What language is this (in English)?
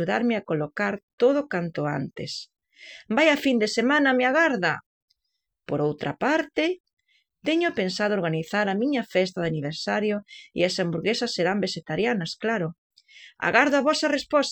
Galician